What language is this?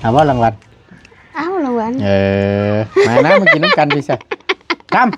Northeastern Thai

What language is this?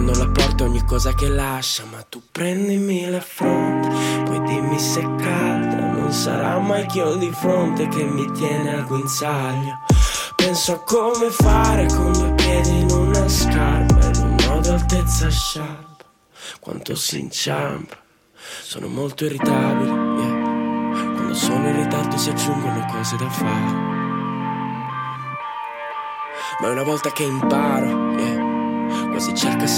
Italian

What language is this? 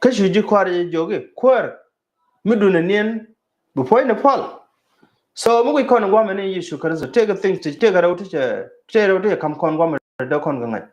Nuer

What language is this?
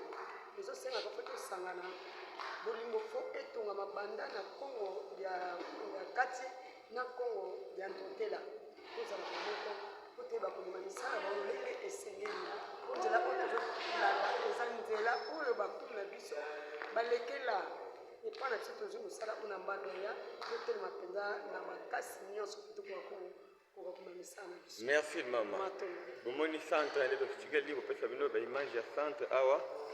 Lingala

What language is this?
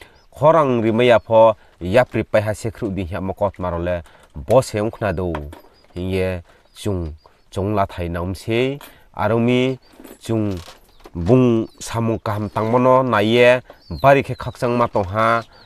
Riang (India)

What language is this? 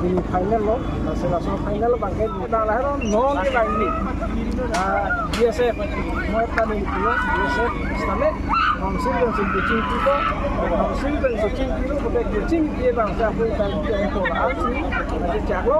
Karbi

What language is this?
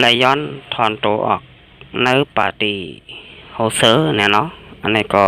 Shan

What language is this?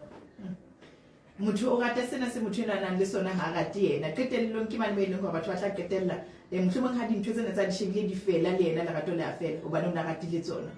Southern Sotho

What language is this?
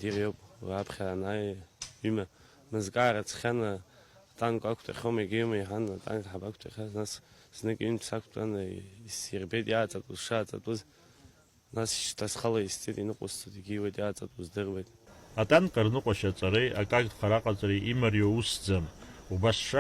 Abkhazian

